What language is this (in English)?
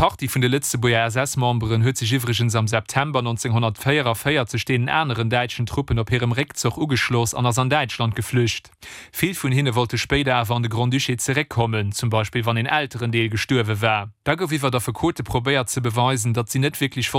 Luxembourgish